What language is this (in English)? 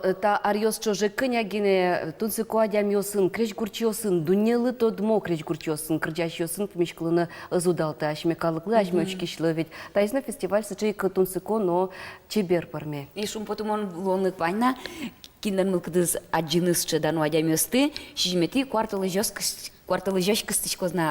Udmurt